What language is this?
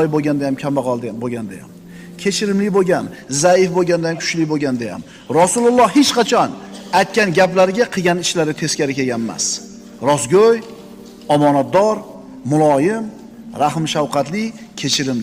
Uzbek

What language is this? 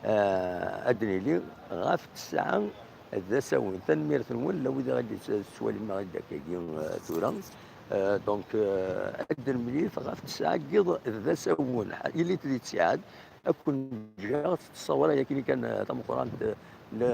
Kabyle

